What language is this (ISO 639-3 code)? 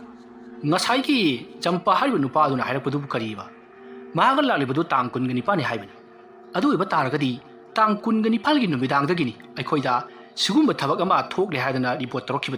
mni